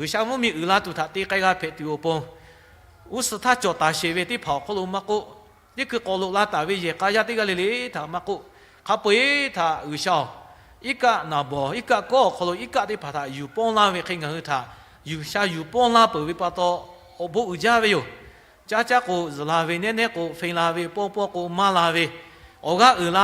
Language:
Lahu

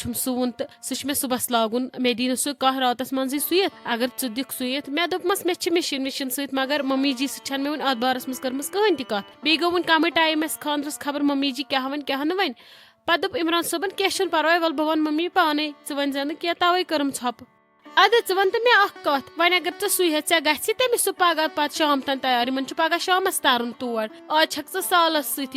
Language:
Kashmiri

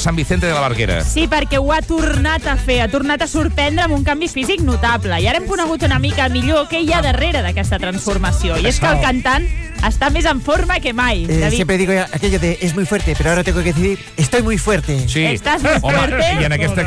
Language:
Catalan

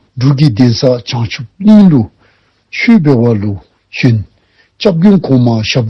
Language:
Dzongkha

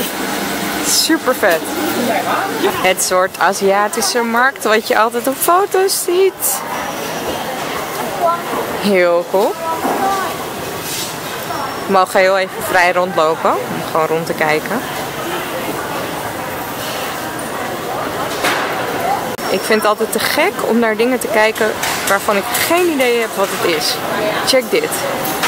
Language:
Dutch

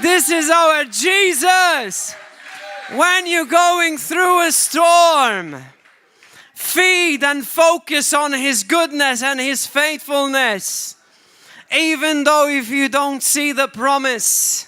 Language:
English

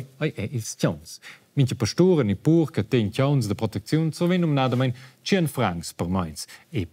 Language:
Romansh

